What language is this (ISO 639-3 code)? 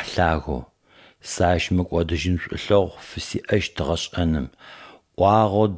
ady